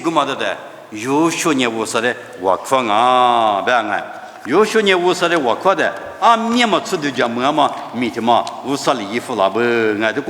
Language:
Lisu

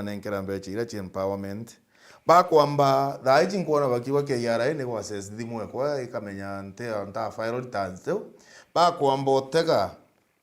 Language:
Meru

